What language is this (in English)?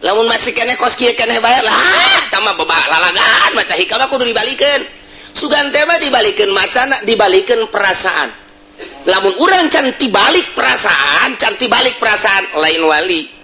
Sundanese